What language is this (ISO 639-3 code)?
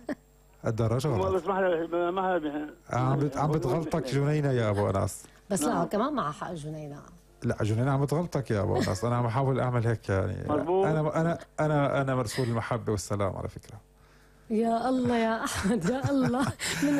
apc